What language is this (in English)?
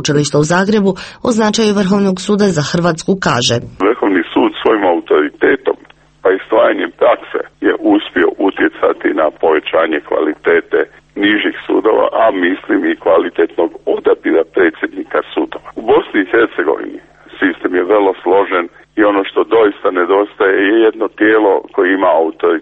Croatian